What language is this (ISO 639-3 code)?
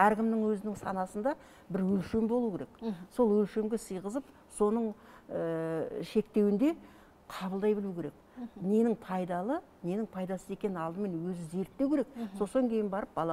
kaz